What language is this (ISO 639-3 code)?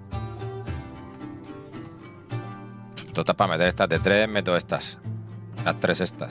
spa